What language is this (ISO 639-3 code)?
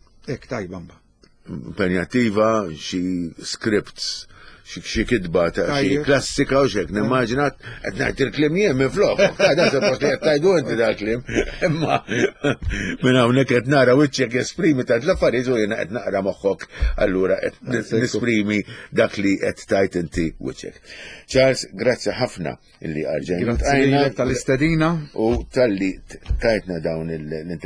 mlt